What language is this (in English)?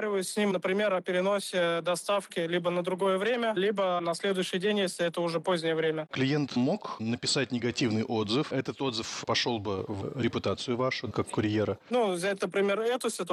Russian